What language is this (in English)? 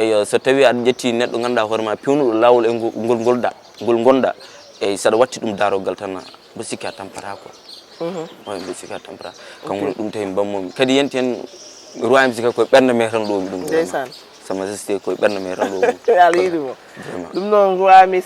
Fula